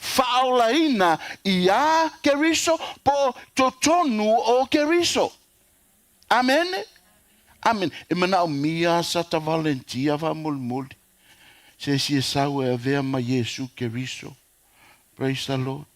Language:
Samoan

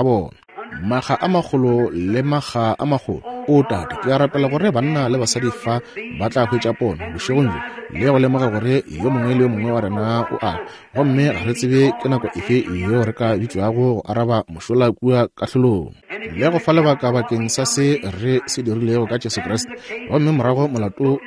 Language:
Northern Sotho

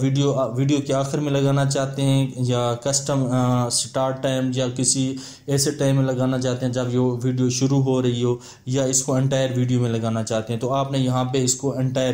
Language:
Hindi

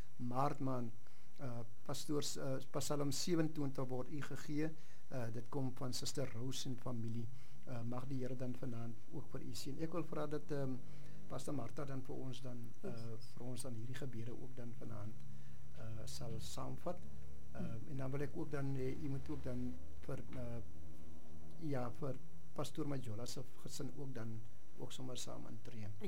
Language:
Afrikaans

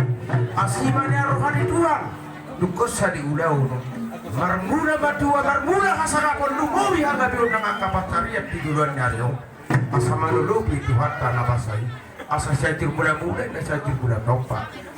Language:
Batak Toba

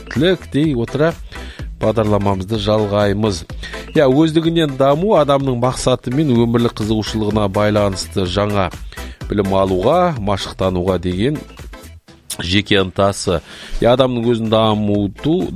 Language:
Kazakh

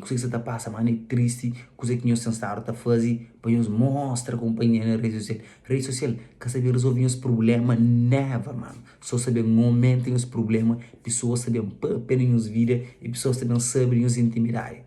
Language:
Kabuverdianu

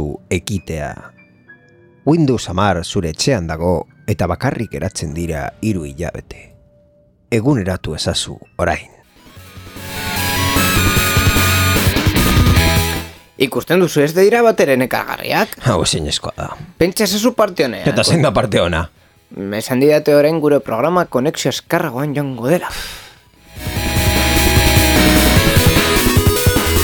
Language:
Basque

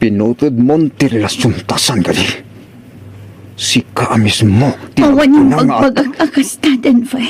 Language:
Iloko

